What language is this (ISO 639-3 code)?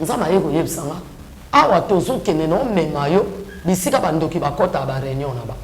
lin